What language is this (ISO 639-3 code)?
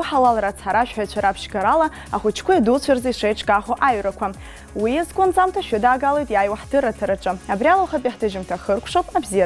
abk